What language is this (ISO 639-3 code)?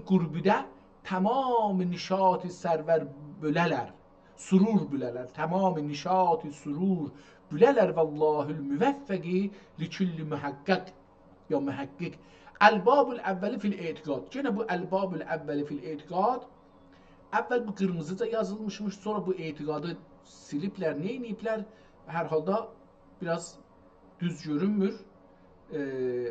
azb